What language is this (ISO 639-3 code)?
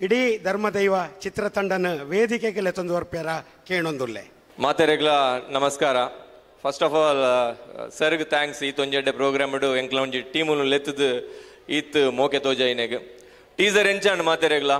tcy